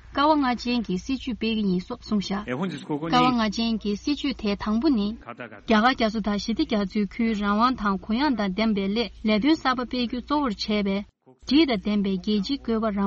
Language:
Tibetan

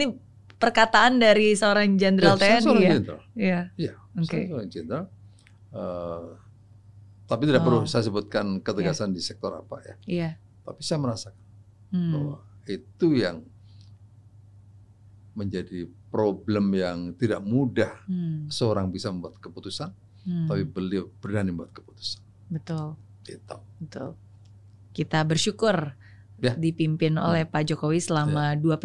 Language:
Indonesian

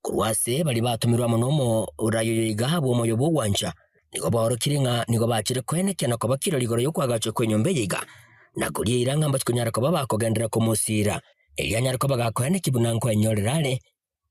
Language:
Gusii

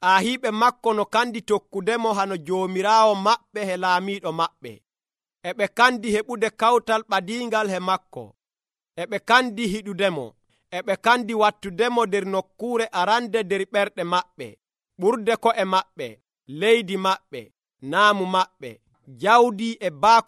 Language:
Nigerian Fulfulde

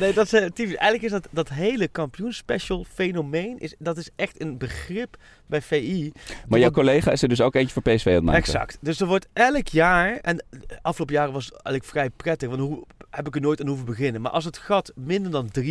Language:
Dutch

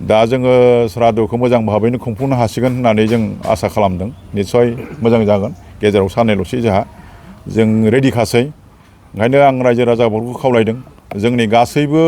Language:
Bodo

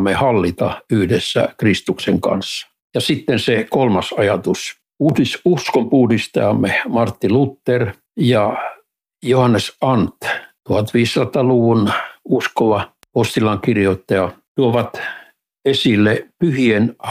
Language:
Finnish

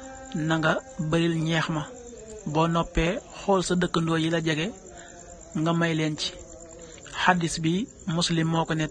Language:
Wolof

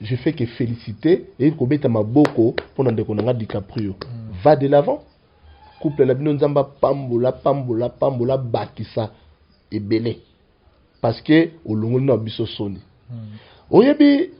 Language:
Lingala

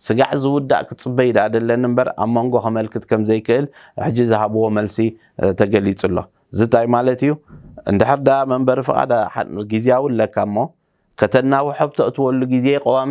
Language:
Tigrinya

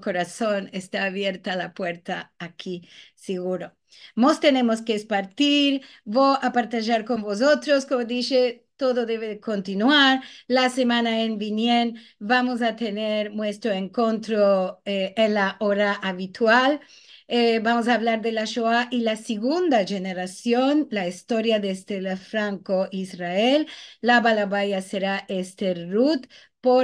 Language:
Ladino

